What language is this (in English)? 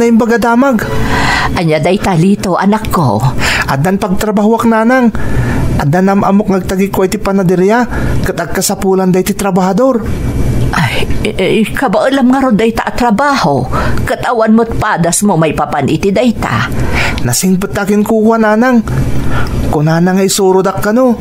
Iloko